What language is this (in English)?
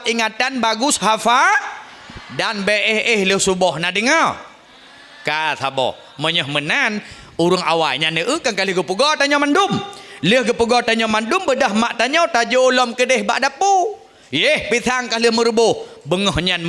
Achinese